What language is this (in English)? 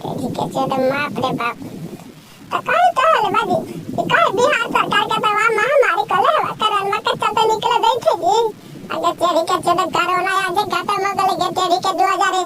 Magahi